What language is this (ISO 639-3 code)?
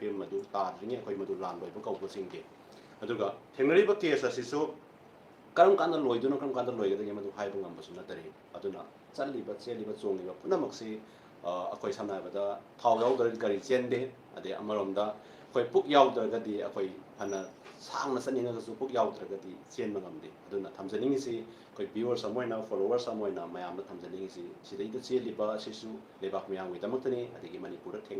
mni